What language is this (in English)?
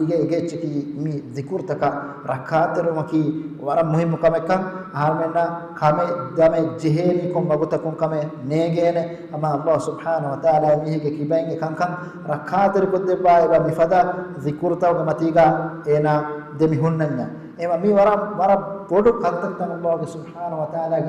Divehi